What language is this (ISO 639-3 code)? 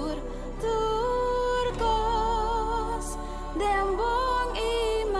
pap